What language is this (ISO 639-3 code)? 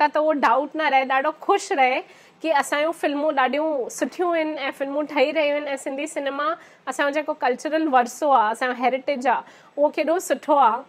snd